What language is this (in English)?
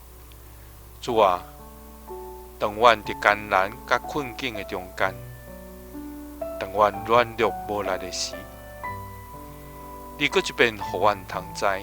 Min Nan Chinese